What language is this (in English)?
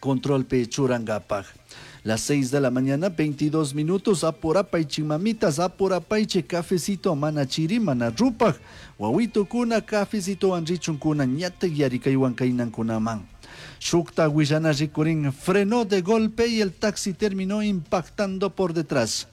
Chimborazo Highland Quichua